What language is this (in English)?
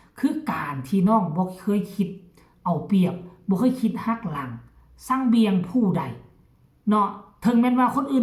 Lao